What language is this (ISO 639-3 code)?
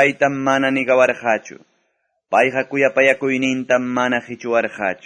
que